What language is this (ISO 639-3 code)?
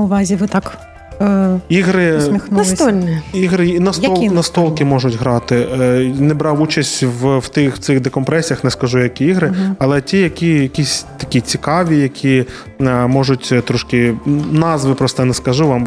ukr